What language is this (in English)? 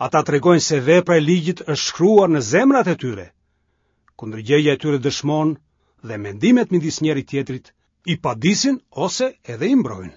Albanian